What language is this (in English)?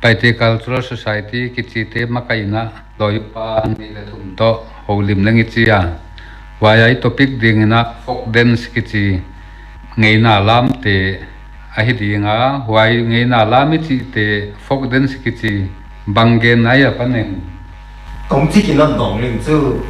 Paite Chin